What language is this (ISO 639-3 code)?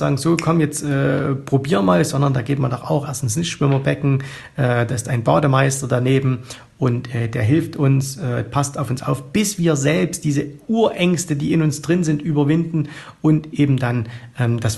deu